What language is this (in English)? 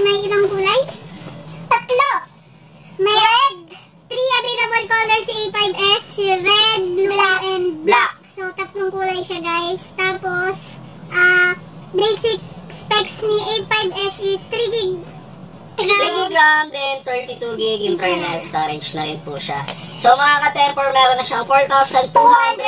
Filipino